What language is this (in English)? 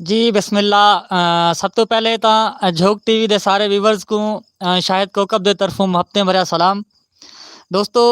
Saraiki